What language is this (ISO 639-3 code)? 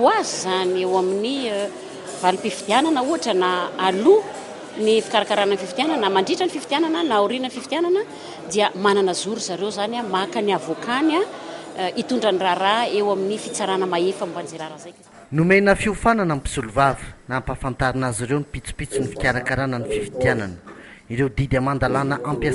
mlg